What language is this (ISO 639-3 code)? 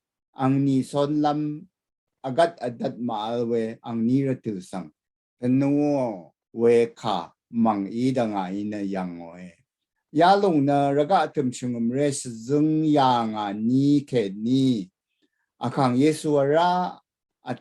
raw